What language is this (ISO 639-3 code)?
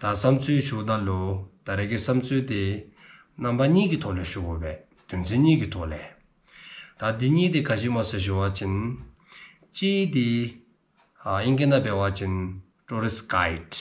dzo